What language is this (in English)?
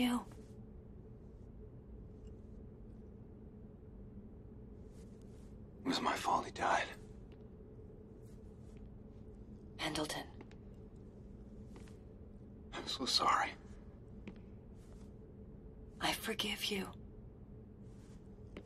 English